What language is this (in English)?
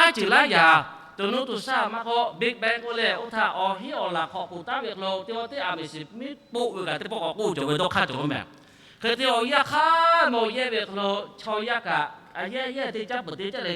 Lahu